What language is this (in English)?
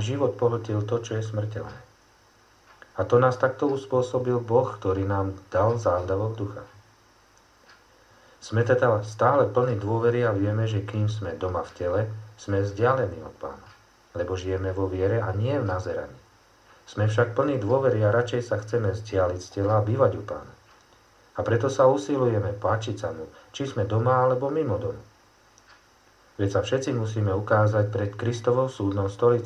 Slovak